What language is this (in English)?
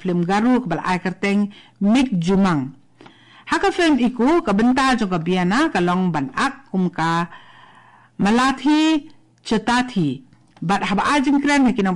Khasi